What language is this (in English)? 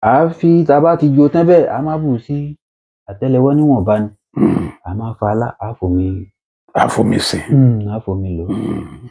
Yoruba